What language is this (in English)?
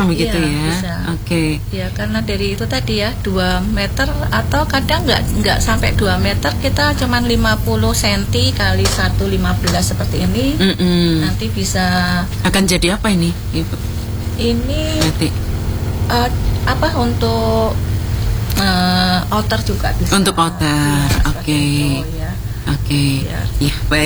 Indonesian